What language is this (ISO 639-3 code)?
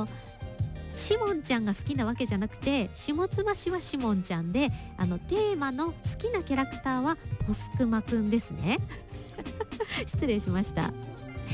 jpn